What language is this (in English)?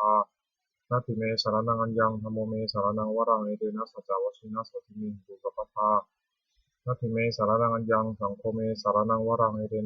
Pali